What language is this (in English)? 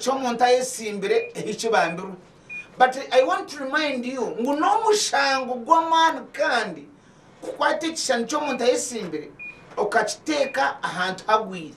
Nyankole